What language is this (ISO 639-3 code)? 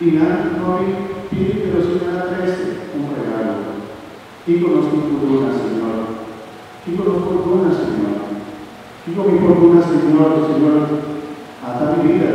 pap